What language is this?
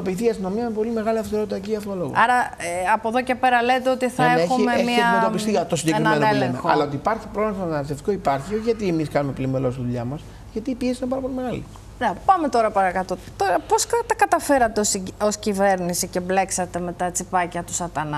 Greek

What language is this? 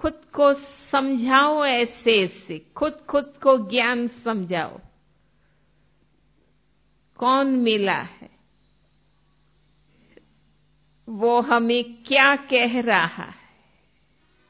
Hindi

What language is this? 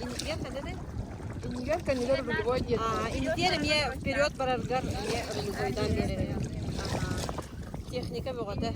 Yakut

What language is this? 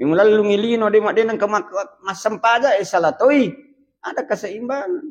Buginese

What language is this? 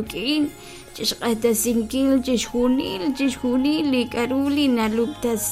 Kekchí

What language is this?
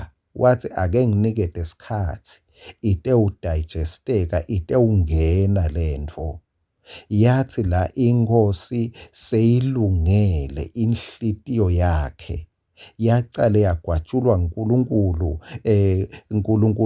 Swati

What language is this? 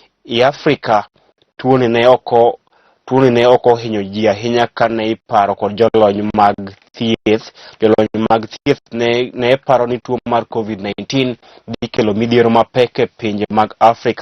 Luo (Kenya and Tanzania)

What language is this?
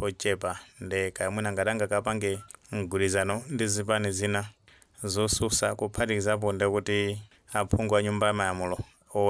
Nyanja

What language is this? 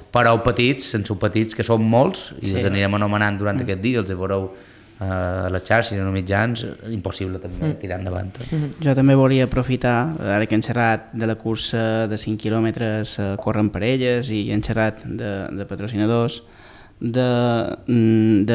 Catalan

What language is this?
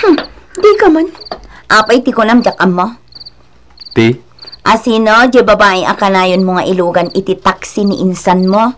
Iloko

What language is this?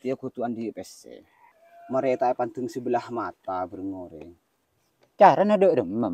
Madurese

